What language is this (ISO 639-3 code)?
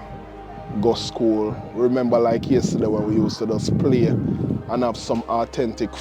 jam